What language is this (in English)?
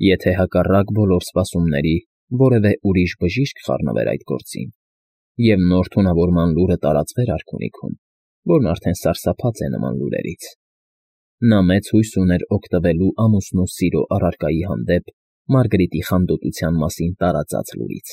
Armenian